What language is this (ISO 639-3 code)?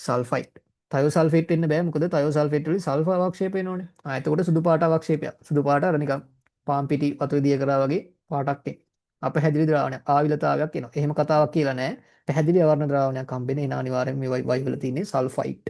sin